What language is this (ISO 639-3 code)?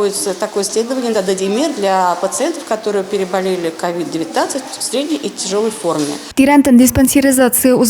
tat